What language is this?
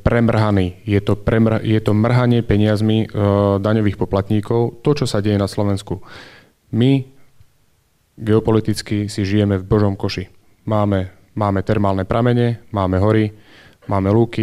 Slovak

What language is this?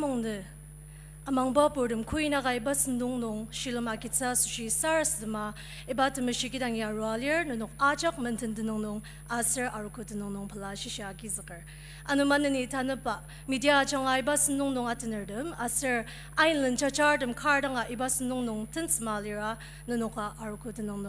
Ao Naga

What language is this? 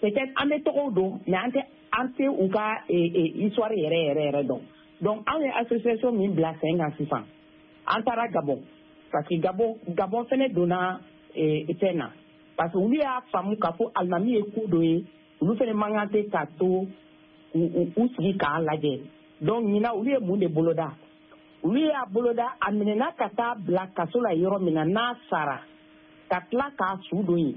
Bambara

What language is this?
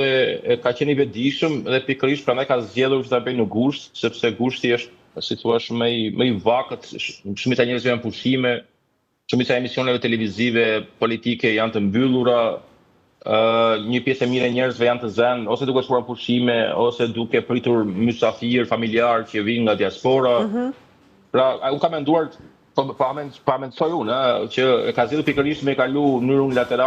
Albanian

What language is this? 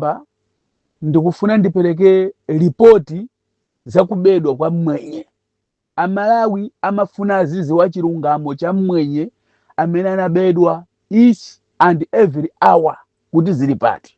Nyanja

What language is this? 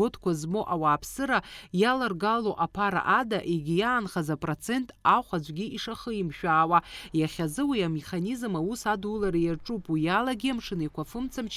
Abkhazian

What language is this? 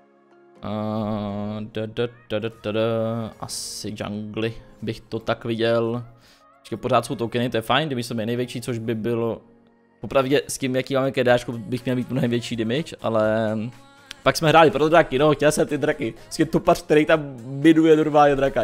Czech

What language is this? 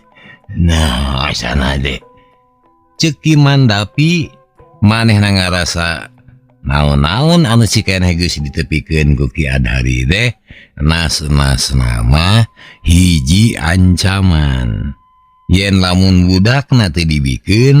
Sundanese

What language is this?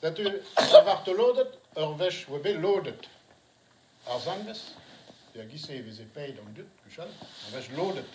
Breton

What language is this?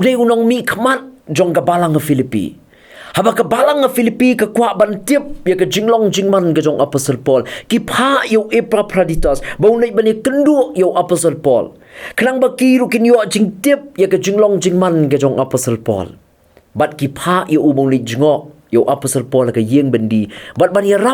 Khasi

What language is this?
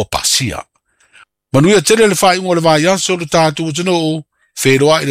Samoan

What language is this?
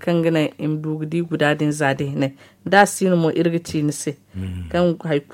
Zarma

